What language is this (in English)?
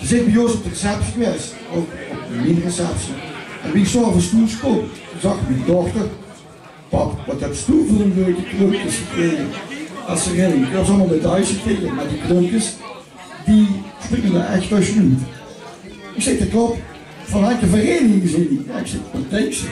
Limburgish